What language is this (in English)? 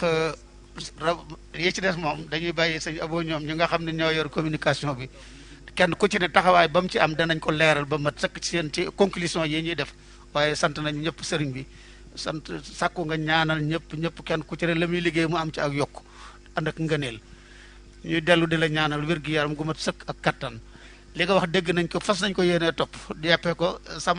Wolof